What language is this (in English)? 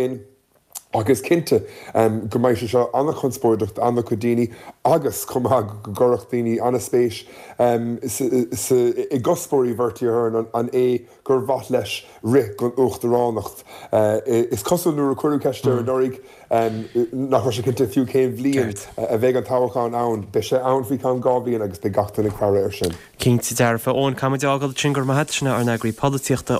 Irish